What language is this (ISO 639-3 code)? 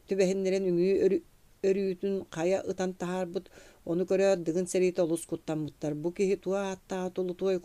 sah